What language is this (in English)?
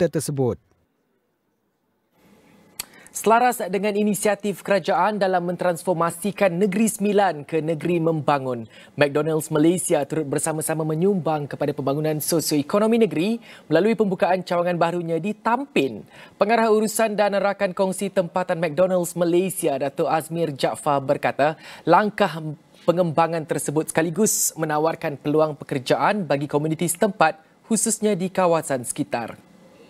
Malay